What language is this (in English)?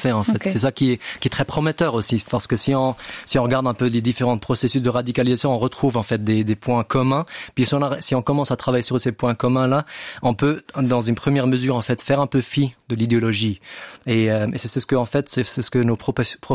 French